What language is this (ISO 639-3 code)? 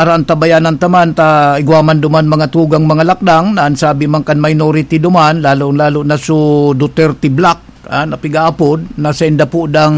bik